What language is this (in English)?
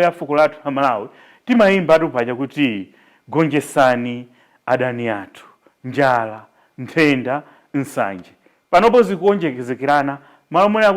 Nyanja